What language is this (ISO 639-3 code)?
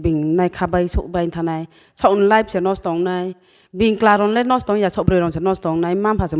ria